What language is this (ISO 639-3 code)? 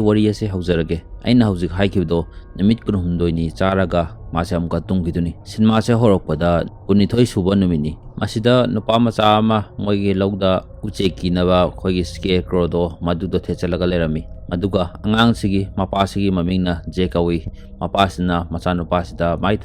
mni